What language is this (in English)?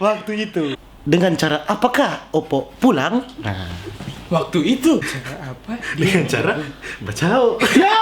Manado Malay